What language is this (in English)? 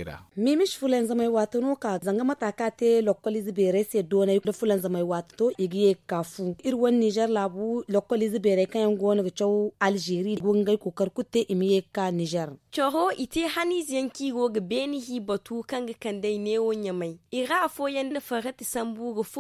Zarma